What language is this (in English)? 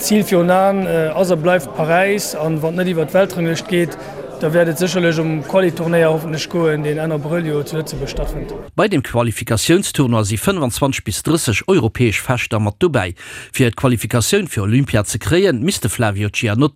Luxembourgish